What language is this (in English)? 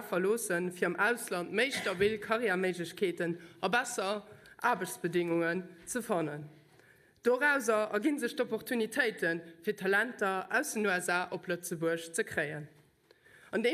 Luxembourgish